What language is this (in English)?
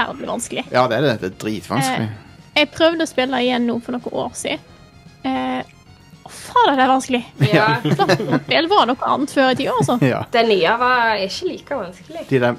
Norwegian